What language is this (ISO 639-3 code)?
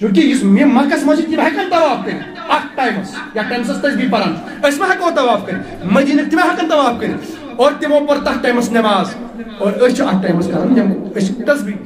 kas